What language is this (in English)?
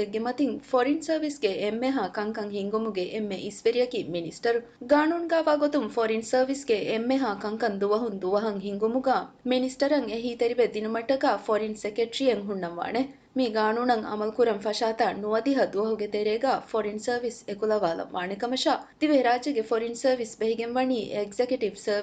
Divehi